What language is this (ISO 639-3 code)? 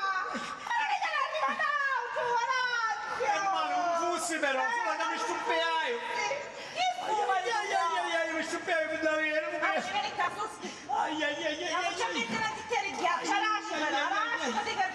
scn